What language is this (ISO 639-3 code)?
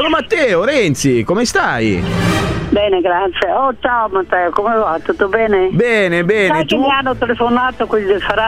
ita